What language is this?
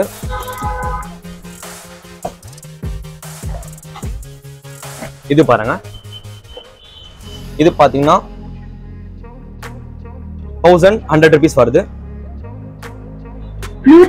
Tamil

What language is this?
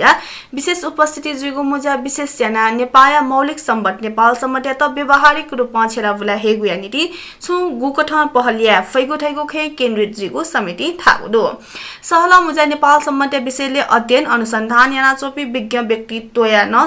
Newari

